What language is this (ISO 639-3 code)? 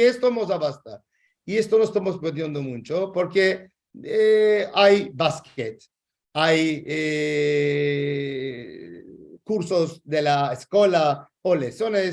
lad